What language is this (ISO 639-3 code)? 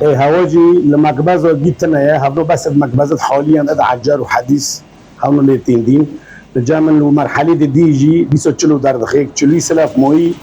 kur